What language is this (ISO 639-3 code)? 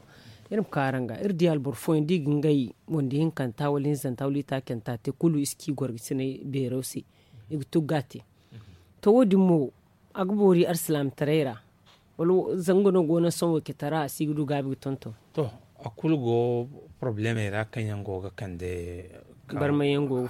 dje